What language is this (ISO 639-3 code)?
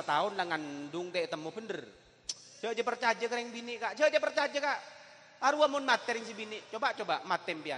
mad